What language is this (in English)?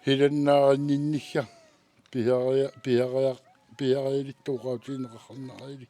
Kalaallisut